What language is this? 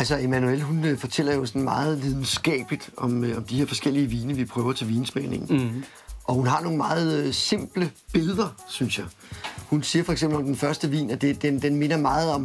Danish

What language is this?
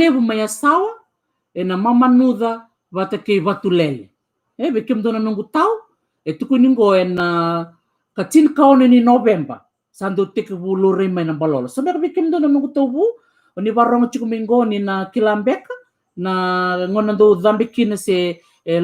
Fijian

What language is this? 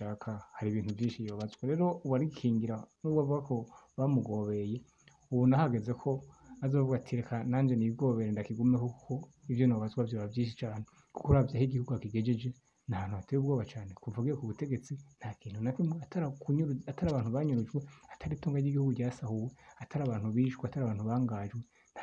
Rundi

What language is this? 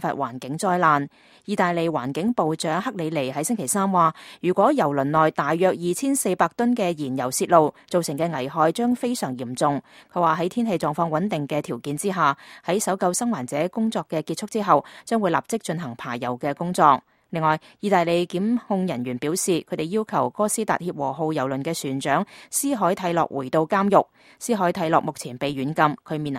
Cantonese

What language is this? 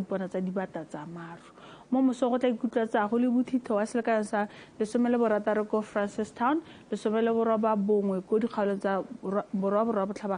Tswana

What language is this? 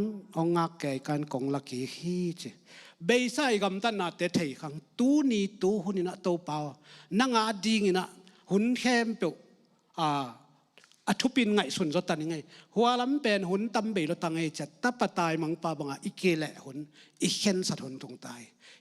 Tedim Chin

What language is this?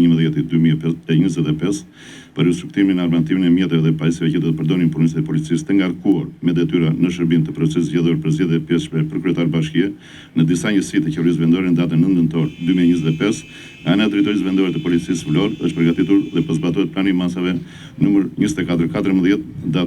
Albanian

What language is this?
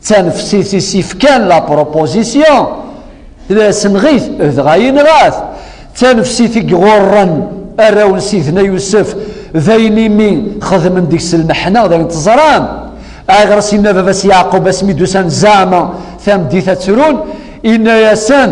Kabyle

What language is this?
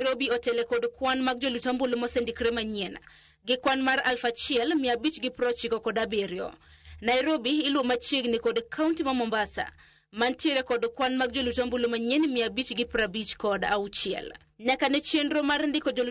Luo (Kenya and Tanzania)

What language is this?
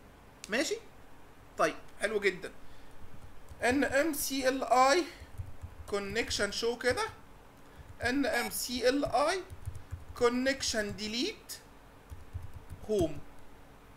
Egyptian Arabic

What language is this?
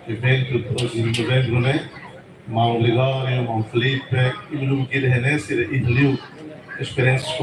Tetum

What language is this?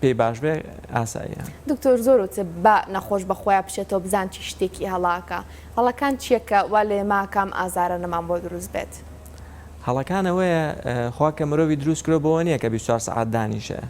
Central Kurdish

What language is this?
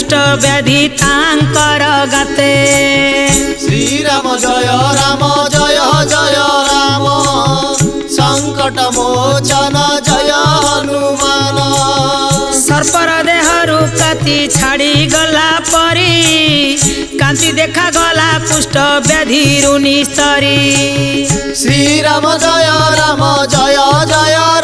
Odia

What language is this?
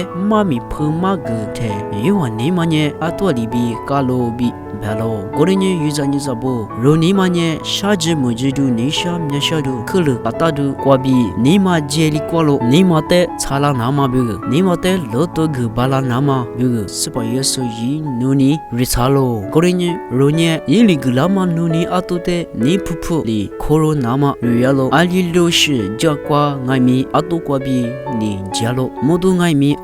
Lisu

